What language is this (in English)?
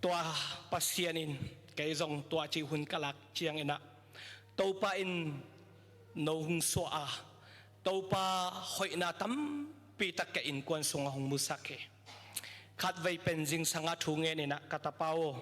Tedim Chin